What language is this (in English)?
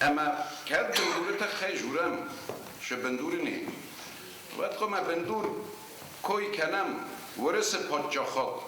Ossetic